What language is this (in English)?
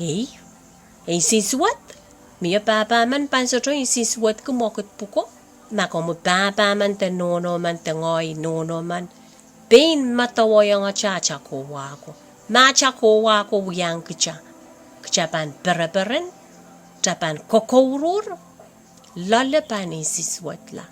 Pohnpeian